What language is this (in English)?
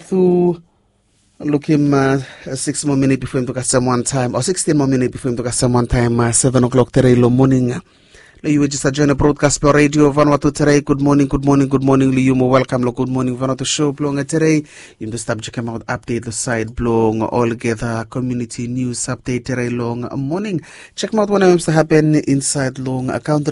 Bislama